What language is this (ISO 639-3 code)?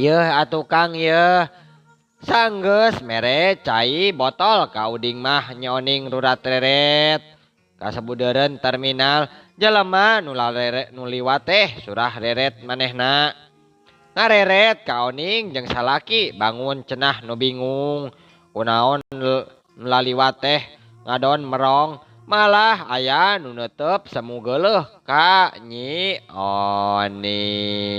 sun